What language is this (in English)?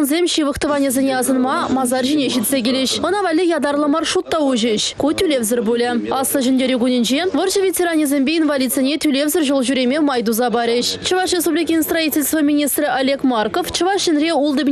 Chuvash